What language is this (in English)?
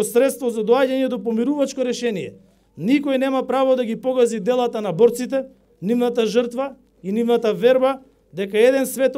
Macedonian